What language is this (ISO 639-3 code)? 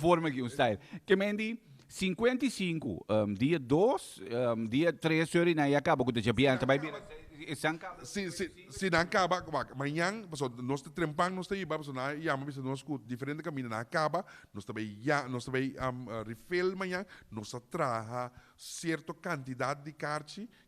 pap